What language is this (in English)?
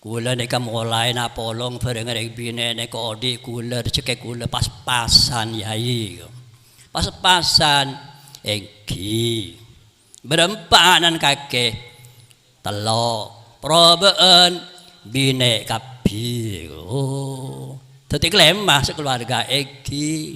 Madurese